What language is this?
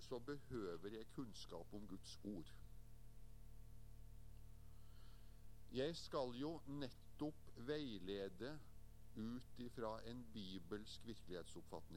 Norwegian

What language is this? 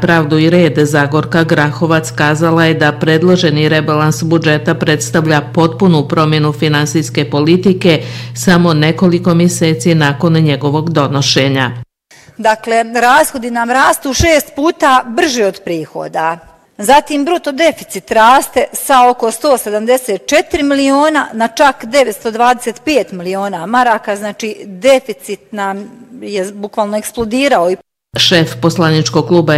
Bosnian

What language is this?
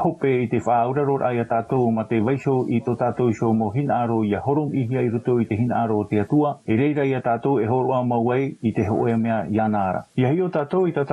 Tahitian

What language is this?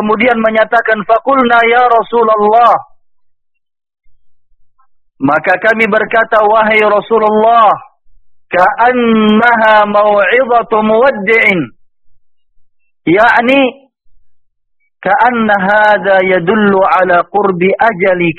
Indonesian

